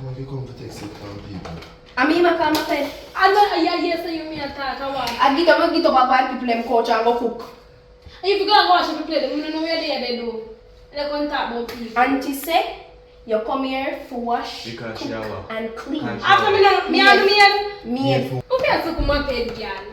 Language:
Jamaican Creole English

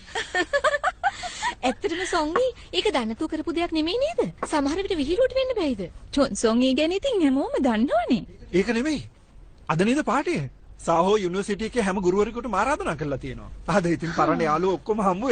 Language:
Sinhala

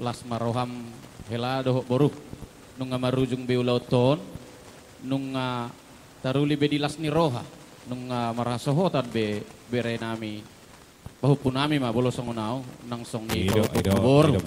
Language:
Batak Toba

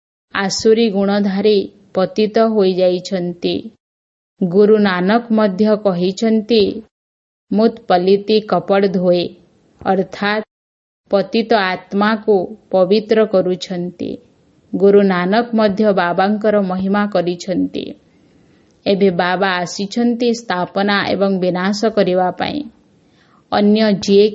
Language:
Odia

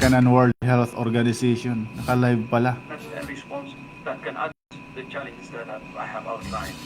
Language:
Waray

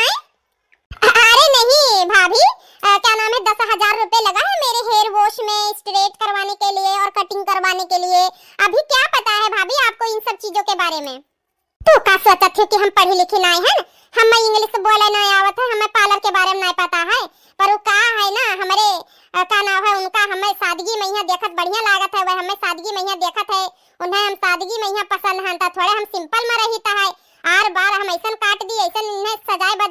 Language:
Awadhi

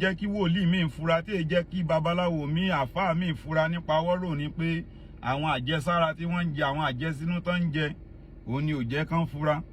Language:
Yoruba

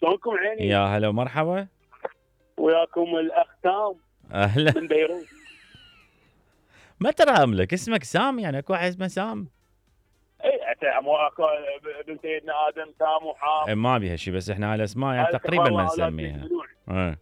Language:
Mesopotamian Arabic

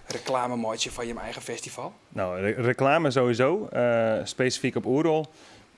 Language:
Western Frisian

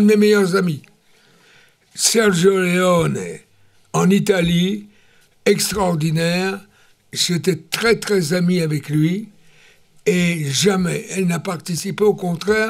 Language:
French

